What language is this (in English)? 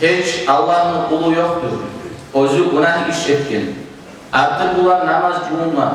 Kumyk